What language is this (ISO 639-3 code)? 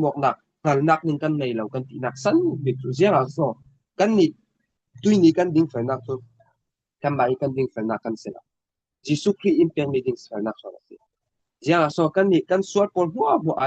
cfm